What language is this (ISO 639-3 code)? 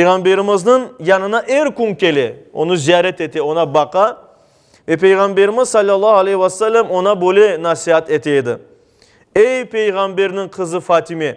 crh